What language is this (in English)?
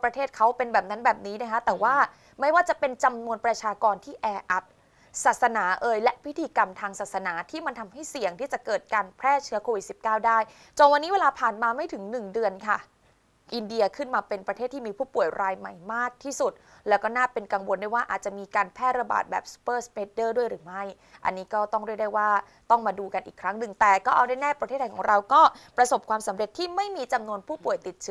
Thai